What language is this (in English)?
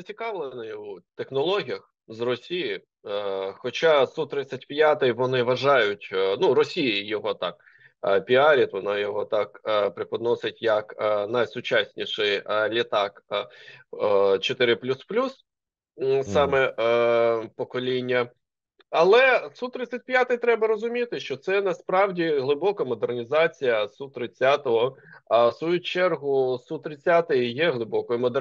Ukrainian